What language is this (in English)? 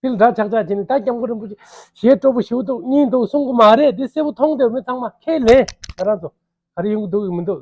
Tibetan